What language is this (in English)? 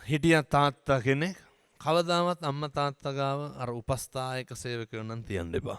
Sinhala